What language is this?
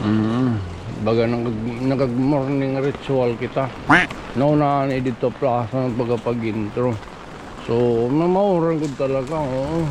Waray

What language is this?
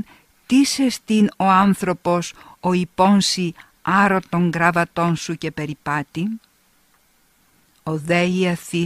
Greek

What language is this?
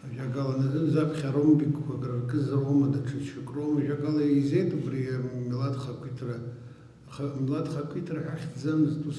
Abkhazian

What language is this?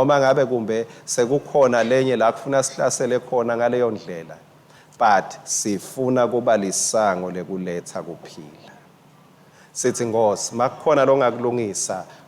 Swati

